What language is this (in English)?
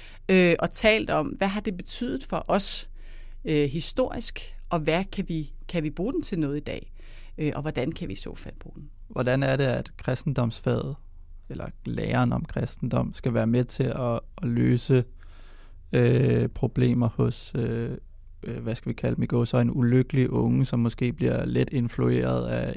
Danish